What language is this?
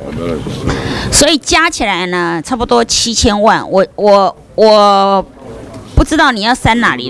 Chinese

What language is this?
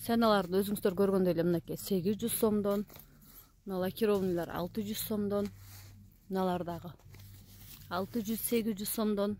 Kyrgyz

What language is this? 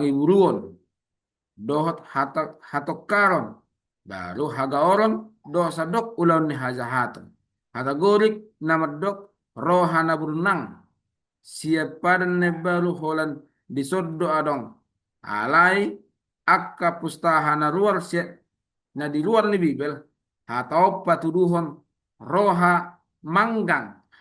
Batak Toba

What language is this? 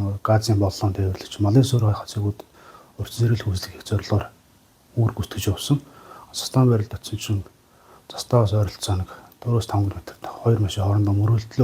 Mongolian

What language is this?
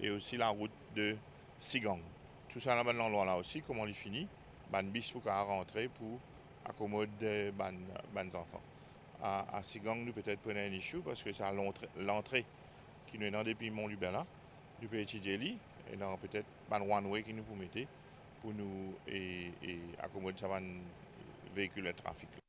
Morisyen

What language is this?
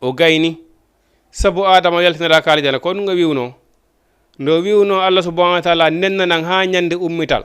Fula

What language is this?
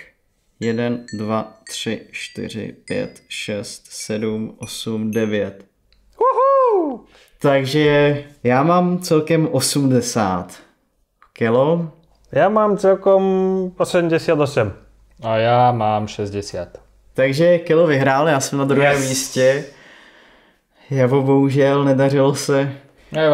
Czech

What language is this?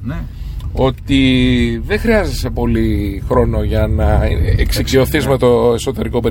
Greek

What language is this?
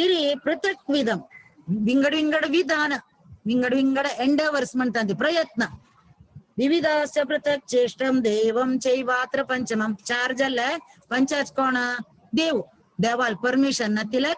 Konkani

